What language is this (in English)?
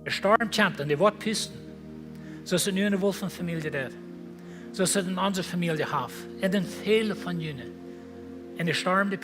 Plautdietsch